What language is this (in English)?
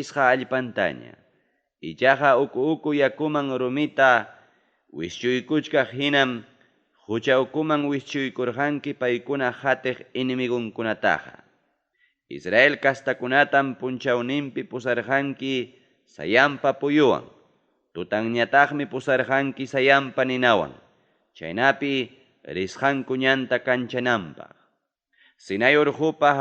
Ayacucho Quechua